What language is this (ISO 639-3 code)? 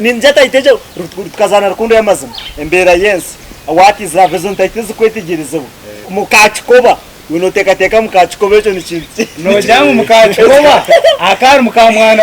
nyn